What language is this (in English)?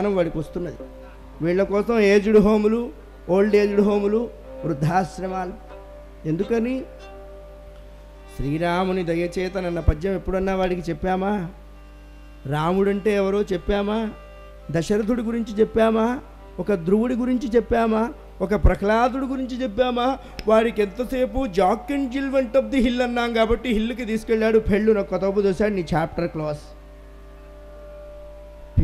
Telugu